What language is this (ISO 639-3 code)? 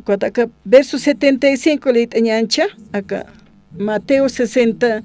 aym